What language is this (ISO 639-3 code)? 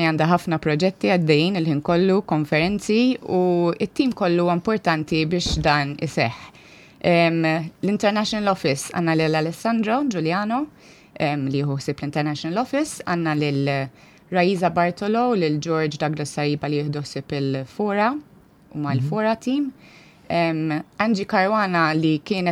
mlt